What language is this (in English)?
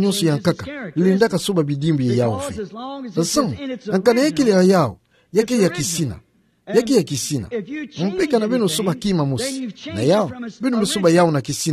Kituba (Democratic Republic of Congo)